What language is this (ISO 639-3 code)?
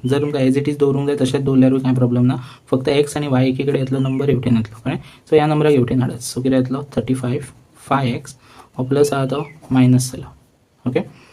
kok